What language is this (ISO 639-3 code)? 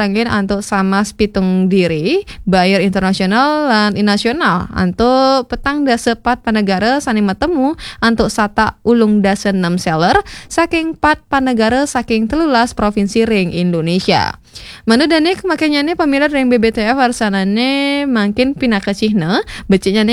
ban